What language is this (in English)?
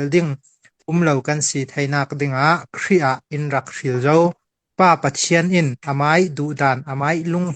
Falam Chin